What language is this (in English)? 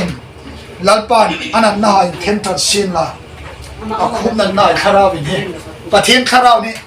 Hmar